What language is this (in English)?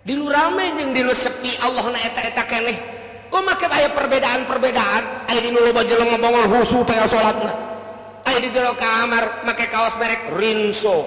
Sundanese